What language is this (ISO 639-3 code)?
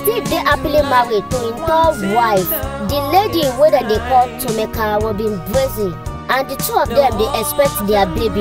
pcm